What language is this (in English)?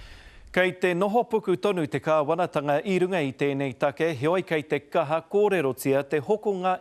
Māori